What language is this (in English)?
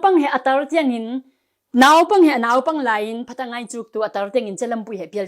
Falam Chin